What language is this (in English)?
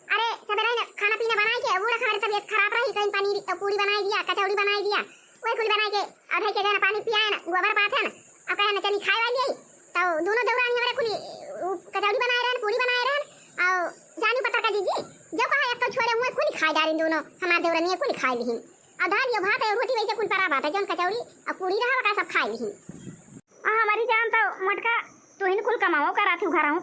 Awadhi